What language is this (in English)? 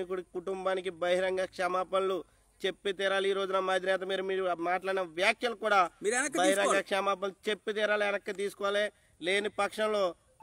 Telugu